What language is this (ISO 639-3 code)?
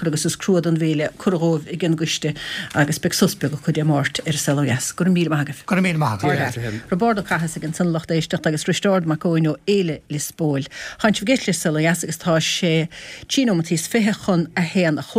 gle